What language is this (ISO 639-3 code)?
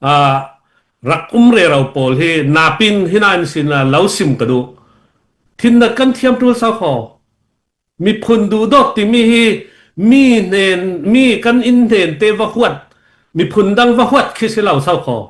cnh